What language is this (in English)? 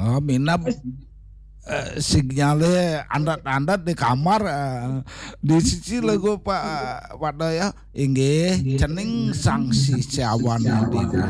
Balinese